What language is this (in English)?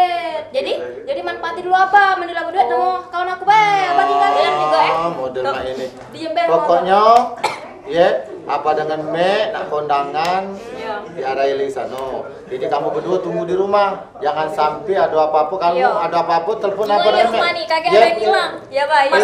Musi